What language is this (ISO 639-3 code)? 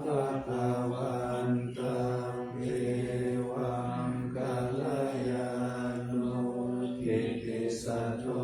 pli